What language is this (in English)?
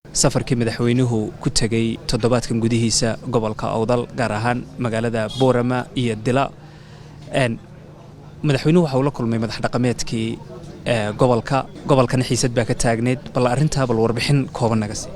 Somali